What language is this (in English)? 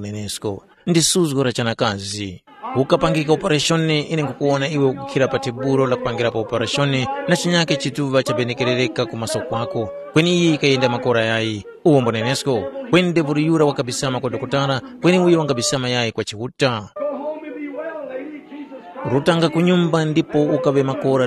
Tumbuka